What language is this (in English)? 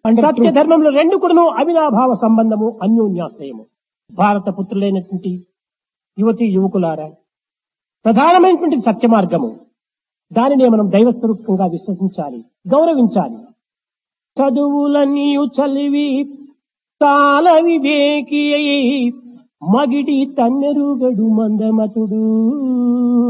Telugu